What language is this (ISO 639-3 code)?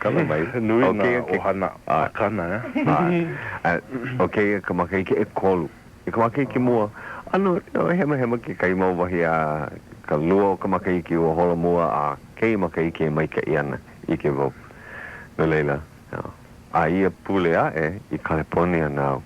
haw